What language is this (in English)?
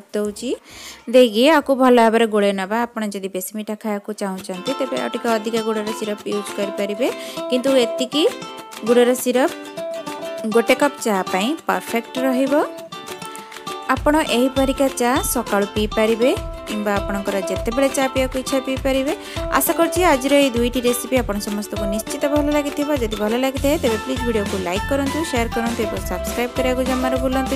Odia